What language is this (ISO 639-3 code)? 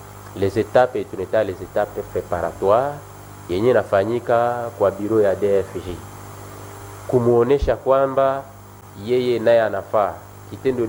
swa